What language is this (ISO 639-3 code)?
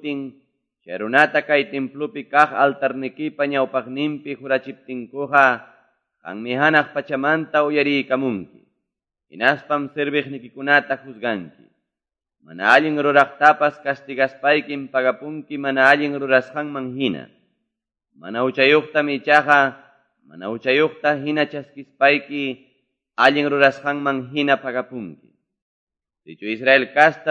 que